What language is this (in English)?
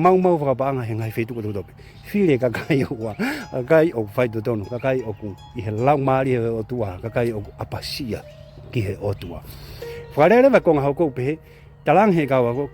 Tongan